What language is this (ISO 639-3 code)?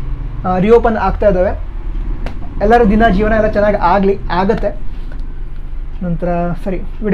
kan